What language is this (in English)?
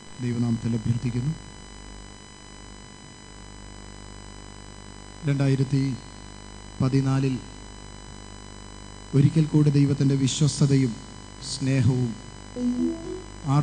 Malayalam